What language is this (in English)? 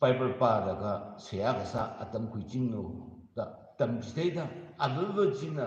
Tangkhul Naga (India)